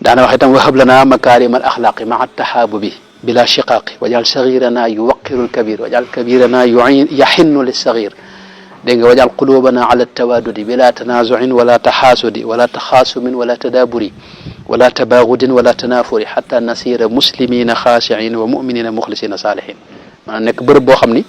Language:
Wolof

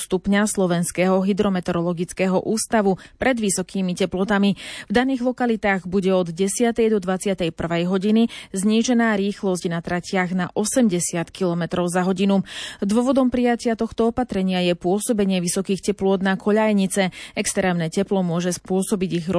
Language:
Slovak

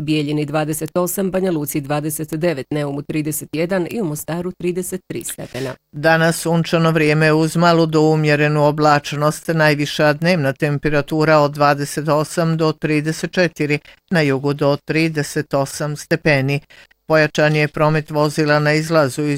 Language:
Bosnian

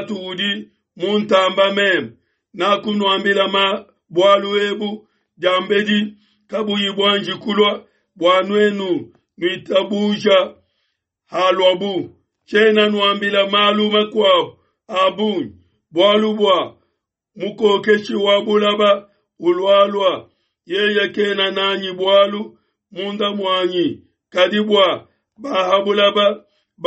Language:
Luba-Lulua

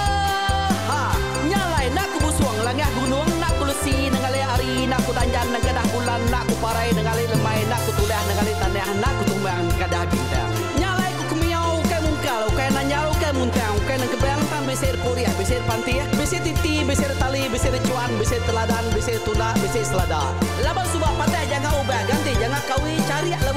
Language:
Iban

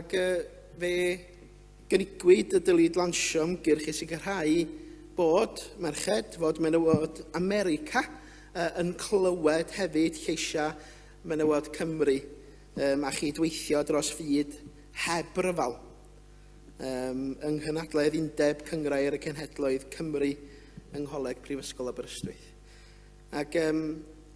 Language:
Welsh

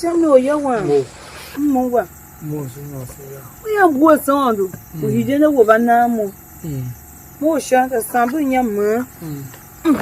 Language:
Tiv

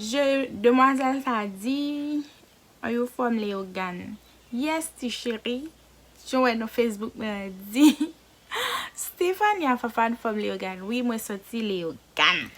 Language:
Haitian Creole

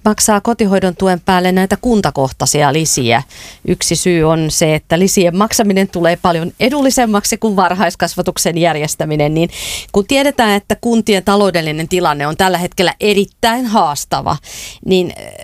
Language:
Finnish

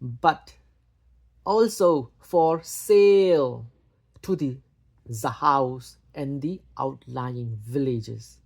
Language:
Falam Chin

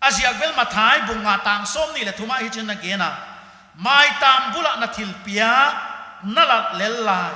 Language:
Paite Chin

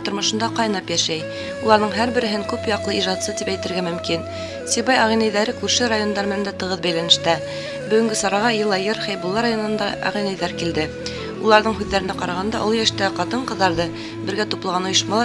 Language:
Bashkir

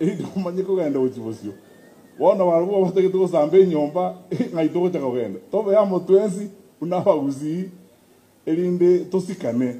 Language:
Gusii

